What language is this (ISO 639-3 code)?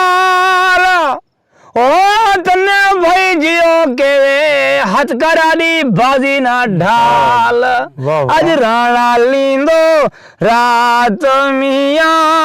skr